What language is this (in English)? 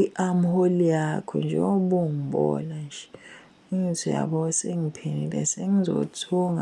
Zulu